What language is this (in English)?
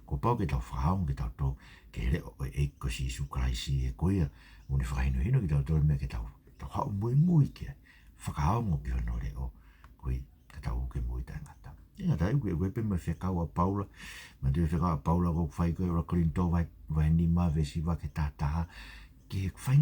Tongan